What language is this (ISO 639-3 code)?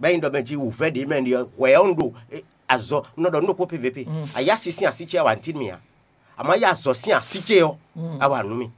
fon